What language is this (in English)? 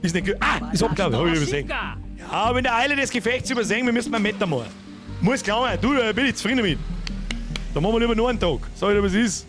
Bavarian